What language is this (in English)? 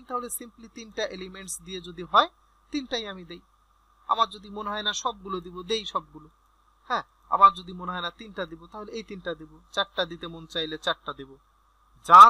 Bangla